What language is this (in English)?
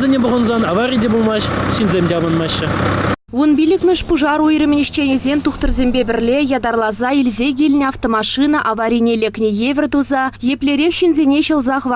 Chuvash